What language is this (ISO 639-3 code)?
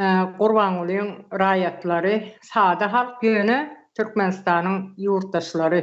tuk